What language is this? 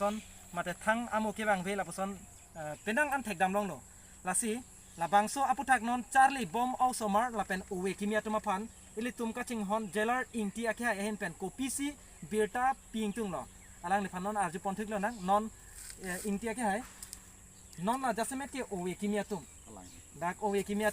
Karbi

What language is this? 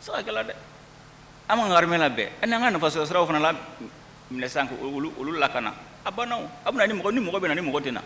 Bambara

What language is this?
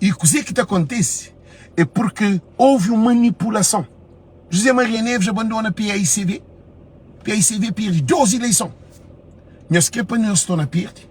Kabuverdianu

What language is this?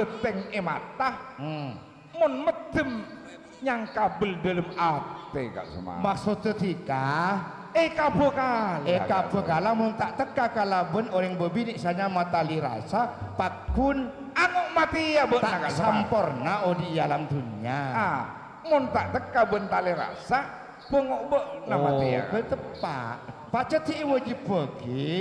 Madurese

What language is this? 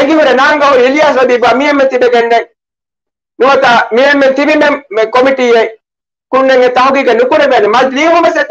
Divehi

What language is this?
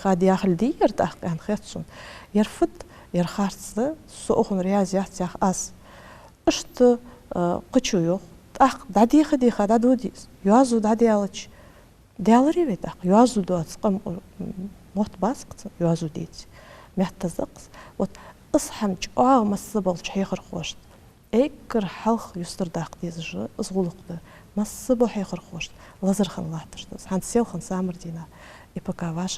Ingush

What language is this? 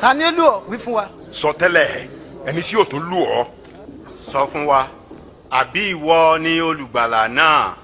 Yoruba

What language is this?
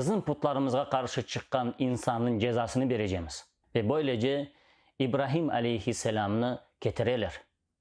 Crimean Tatar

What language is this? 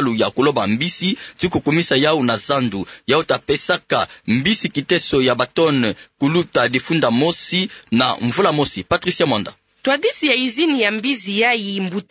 Kituba (Democratic Republic of Congo)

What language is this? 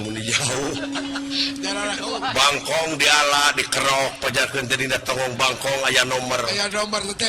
Sundanese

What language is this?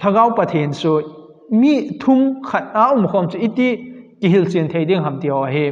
Thado Chin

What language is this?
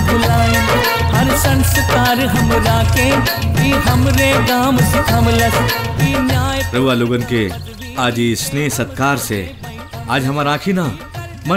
Bhojpuri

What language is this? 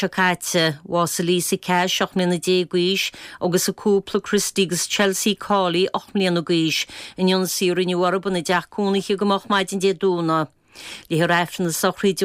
Irish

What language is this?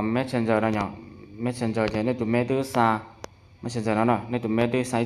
Hmong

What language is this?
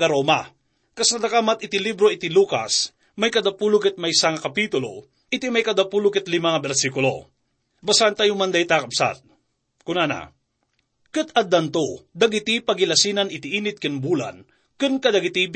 Iloko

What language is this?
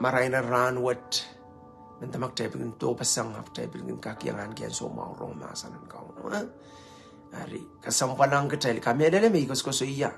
Pohnpeian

